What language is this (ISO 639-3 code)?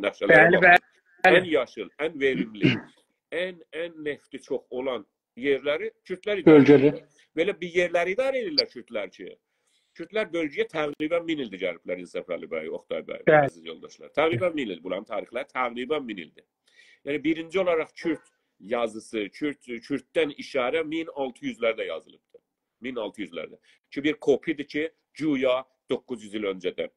azb